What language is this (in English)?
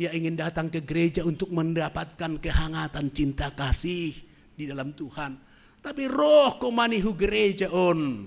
Batak Simalungun